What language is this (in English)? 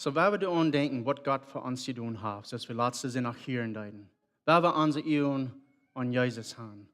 Plautdietsch